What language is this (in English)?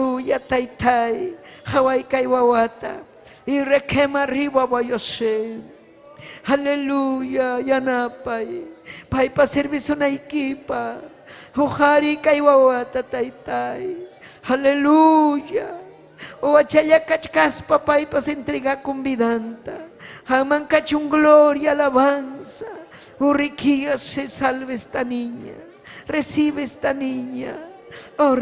Ayacucho Quechua